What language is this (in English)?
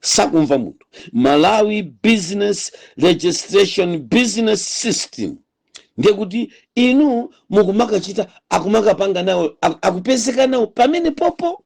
Nyanja